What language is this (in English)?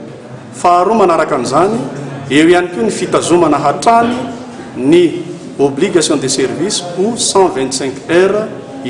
Malagasy